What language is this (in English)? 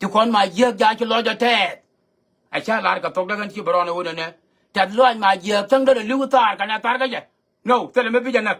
Nuer